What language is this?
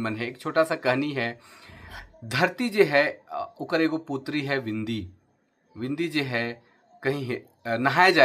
Sadri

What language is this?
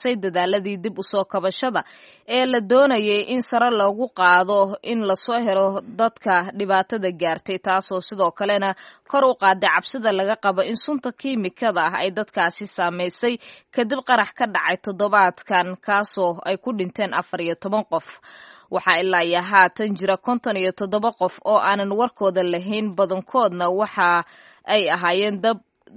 Somali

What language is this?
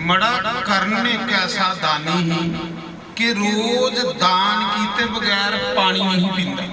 Dogri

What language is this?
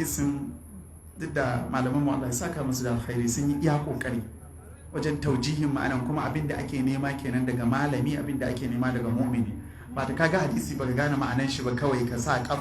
Hausa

